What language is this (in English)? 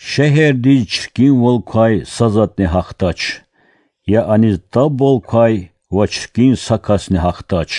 Lezghian